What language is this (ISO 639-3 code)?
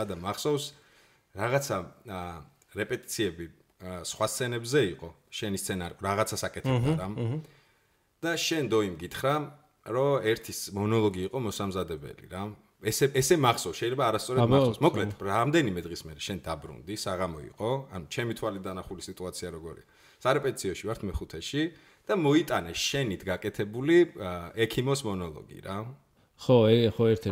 kat